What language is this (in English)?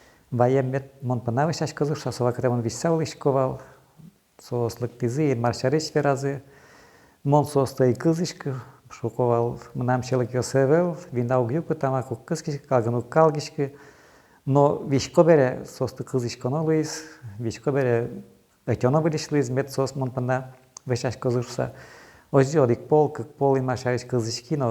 Udmurt